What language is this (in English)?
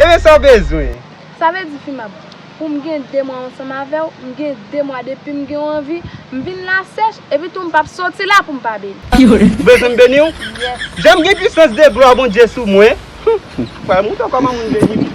Haitian Creole